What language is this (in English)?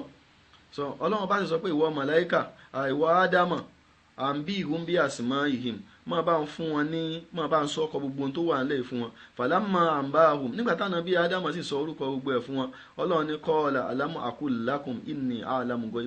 Yoruba